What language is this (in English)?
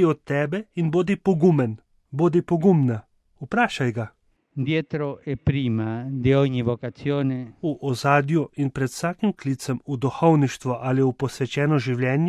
Slovenian